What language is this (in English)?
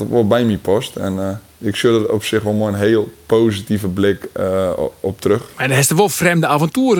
Western Frisian